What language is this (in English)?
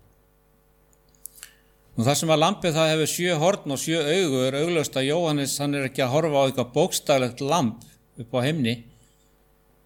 Icelandic